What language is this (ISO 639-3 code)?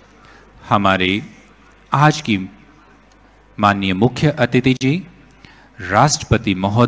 hin